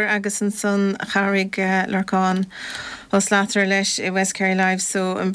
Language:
Irish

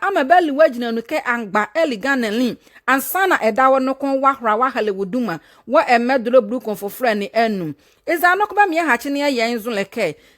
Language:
Nzima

